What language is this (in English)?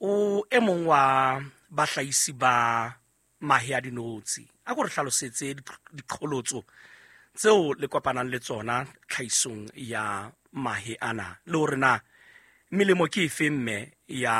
Southern Sotho